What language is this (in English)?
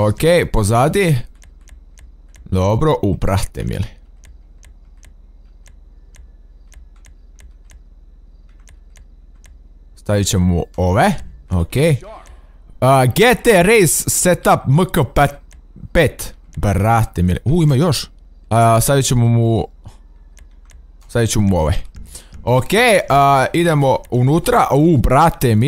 Croatian